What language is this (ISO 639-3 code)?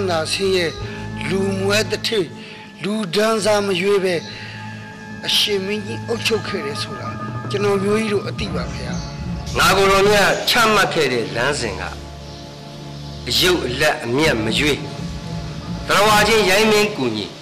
mya